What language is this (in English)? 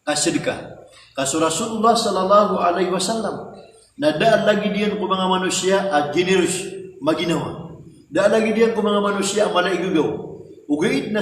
Maranao